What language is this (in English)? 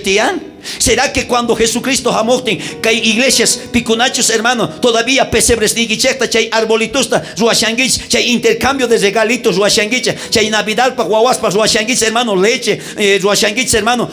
South Bolivian Quechua